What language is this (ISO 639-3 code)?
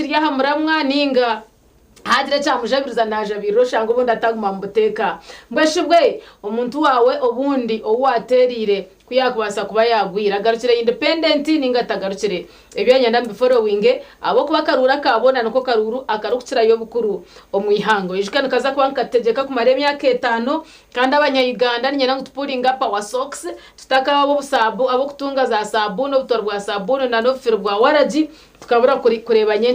nyn